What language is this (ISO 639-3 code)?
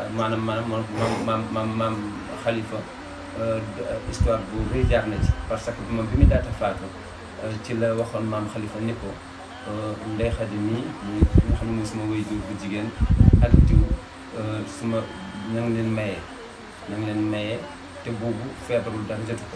wol